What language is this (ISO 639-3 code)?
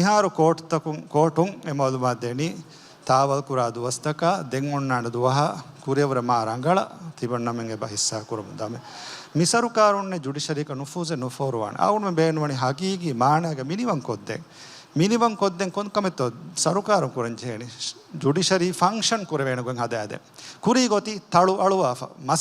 div